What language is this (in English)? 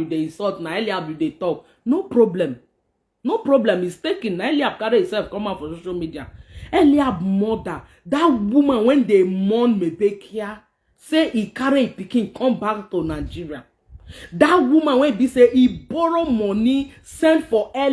Nigerian Pidgin